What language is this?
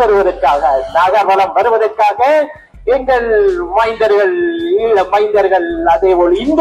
Tamil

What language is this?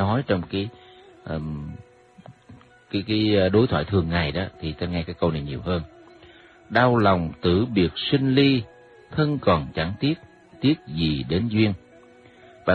Vietnamese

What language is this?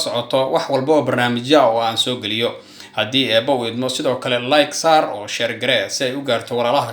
Somali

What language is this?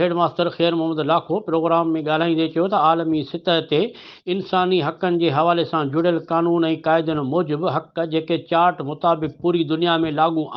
Sindhi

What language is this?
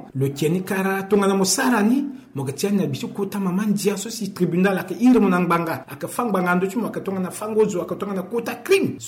Sango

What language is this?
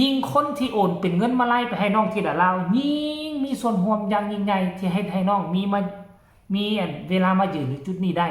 Northeastern Thai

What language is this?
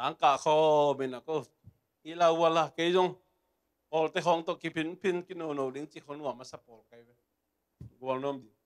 Tedim Chin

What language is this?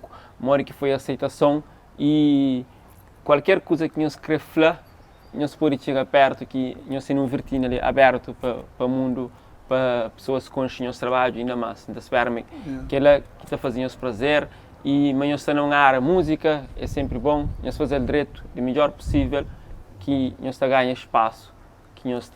Kabuverdianu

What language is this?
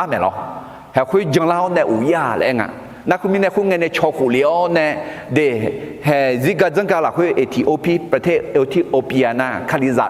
Akha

